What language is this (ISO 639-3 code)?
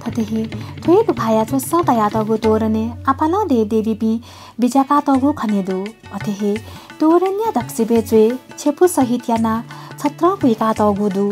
new